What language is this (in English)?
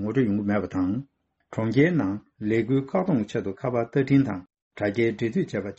Tibetan